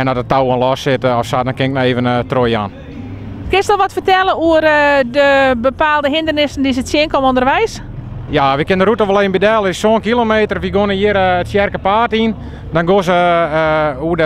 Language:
Western Frisian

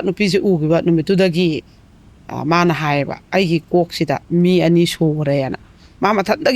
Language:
Manipuri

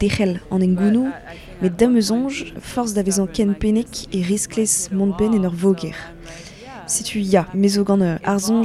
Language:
Breton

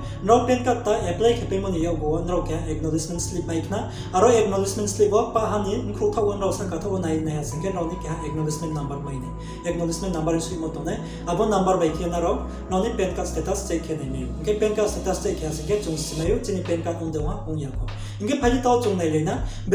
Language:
Riang (India)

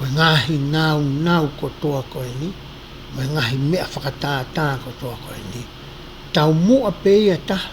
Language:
Tongan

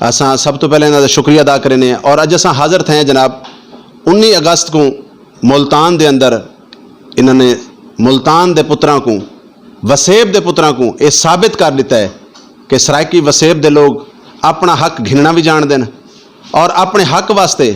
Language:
Saraiki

